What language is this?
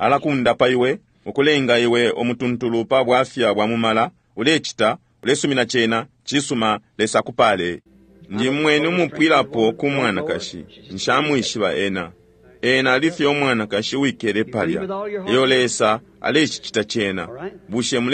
Bemba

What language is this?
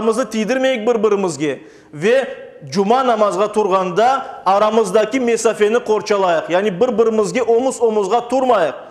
Crimean Tatar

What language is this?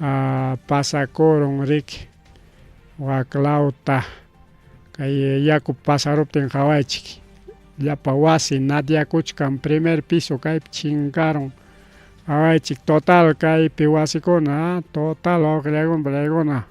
Ayacucho Quechua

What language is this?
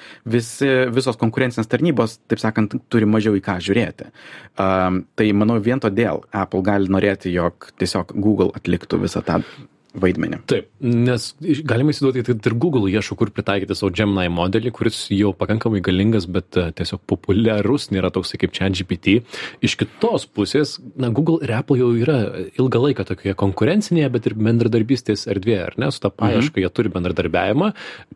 Lithuanian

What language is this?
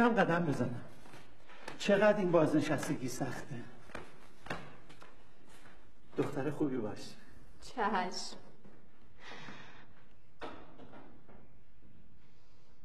Persian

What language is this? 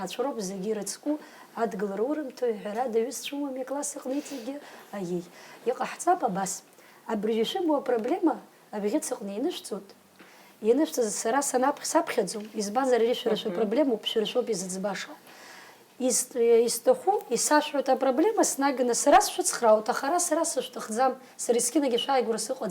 Abkhazian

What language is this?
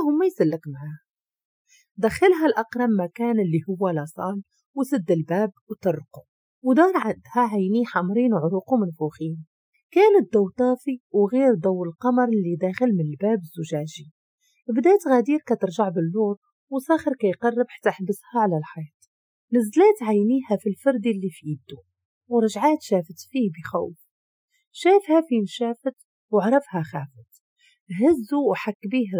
Moroccan Arabic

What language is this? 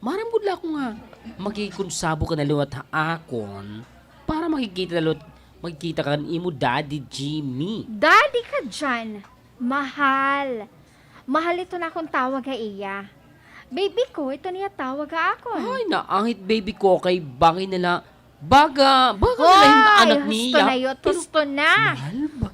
Waray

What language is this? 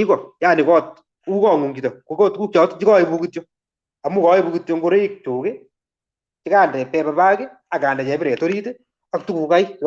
Kalenjin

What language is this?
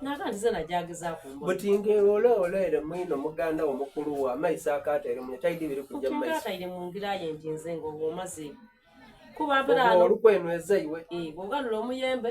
Soga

